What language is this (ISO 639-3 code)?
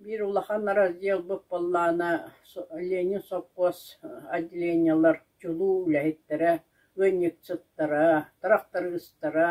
sah